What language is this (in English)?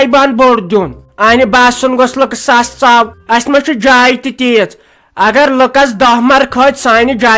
Kashmiri